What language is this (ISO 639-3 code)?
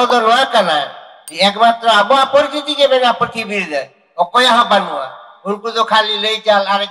sat